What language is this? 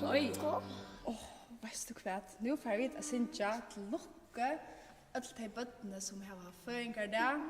Faroese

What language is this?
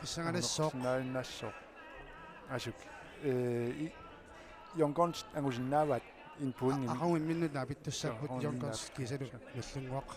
Kalaallisut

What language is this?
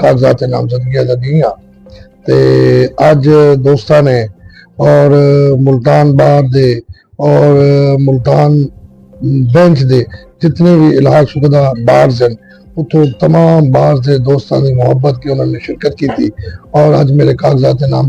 Saraiki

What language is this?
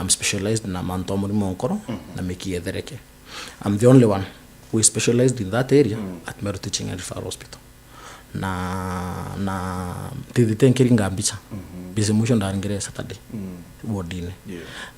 Meru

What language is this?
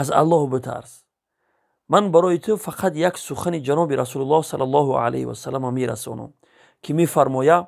Tajik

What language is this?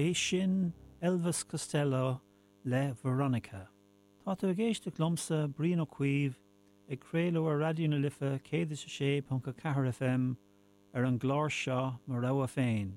Irish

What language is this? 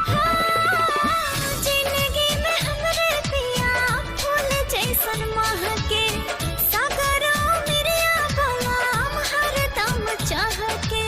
Chhattisgarhi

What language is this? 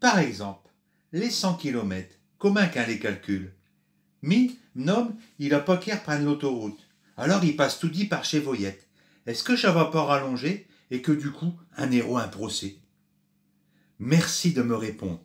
Picard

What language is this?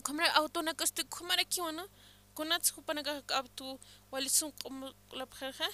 Aymara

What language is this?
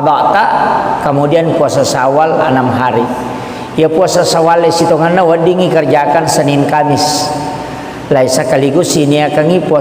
Buginese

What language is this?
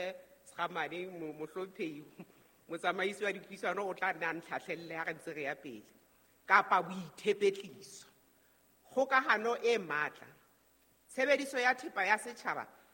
Southern Sotho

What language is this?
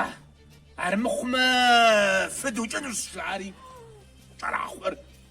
Kabardian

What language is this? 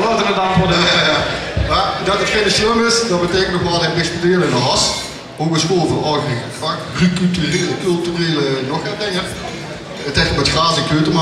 Limburgish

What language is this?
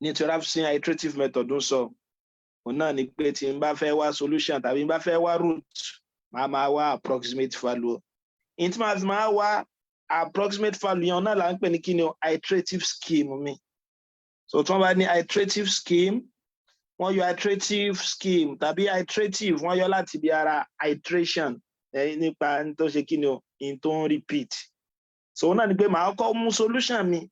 Yoruba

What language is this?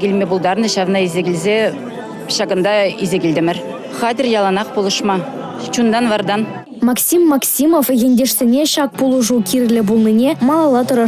Chuvash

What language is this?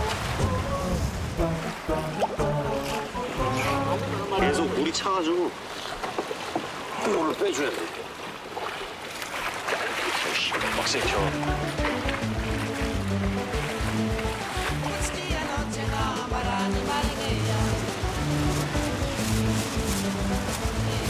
Korean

